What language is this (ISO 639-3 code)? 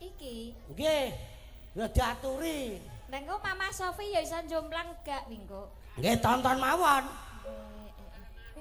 jav